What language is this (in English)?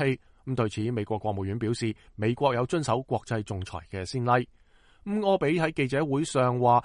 Cantonese